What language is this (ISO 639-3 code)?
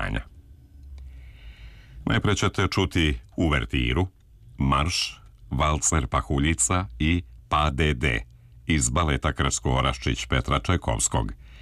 srp